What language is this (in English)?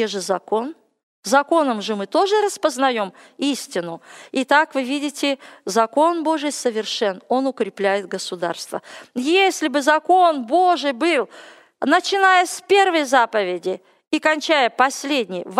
Russian